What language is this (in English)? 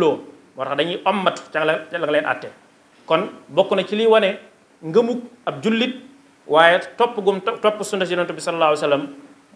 Wolof